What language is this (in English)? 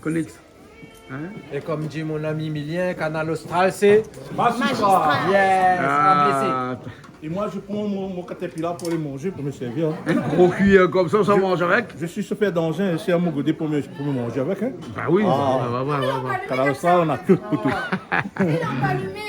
Réunion Creole French